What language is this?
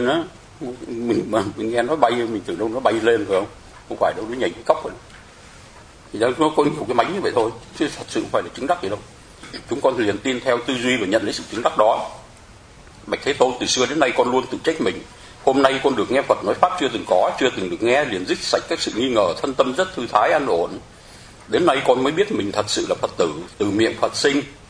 Vietnamese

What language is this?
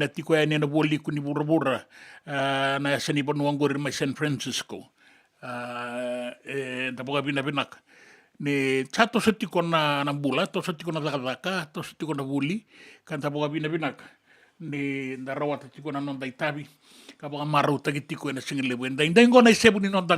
Fijian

